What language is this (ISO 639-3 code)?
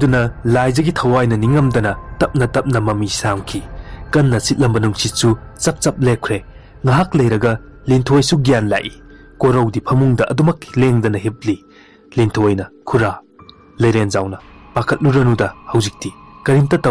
mni